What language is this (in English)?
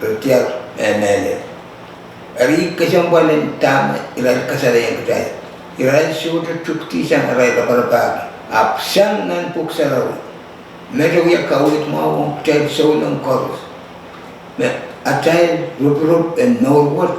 Pohnpeian